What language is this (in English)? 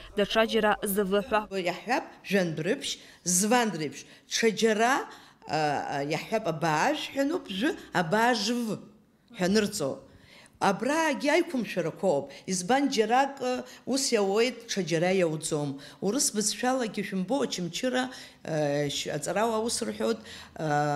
Abkhazian